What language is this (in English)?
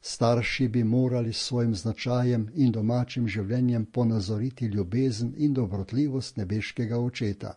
Slovenian